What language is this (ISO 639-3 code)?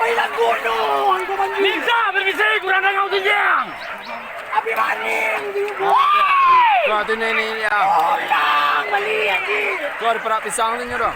min